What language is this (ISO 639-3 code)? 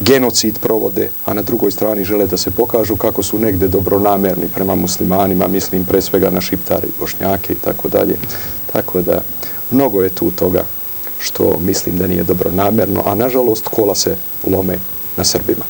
srp